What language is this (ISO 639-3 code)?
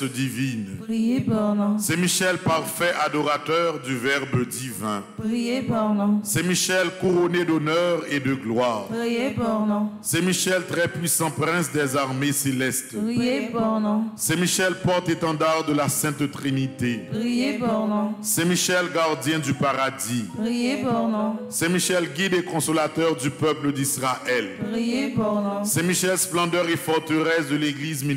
fra